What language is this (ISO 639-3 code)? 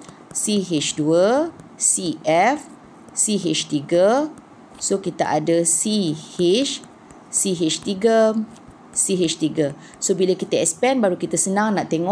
msa